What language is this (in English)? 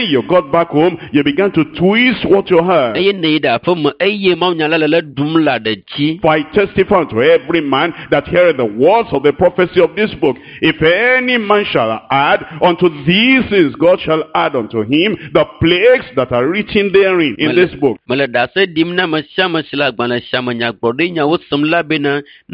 Ewe